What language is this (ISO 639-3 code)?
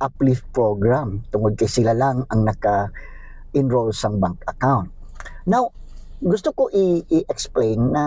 hil